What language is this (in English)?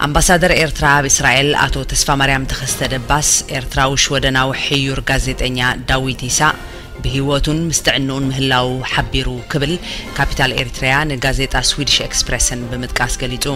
Tigrinya